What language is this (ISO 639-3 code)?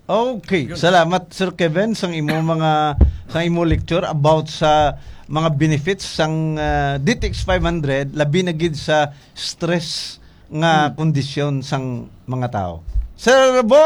hil